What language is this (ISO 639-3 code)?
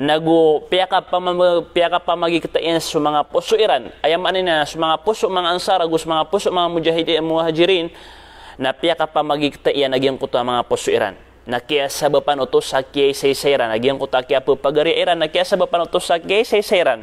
mrw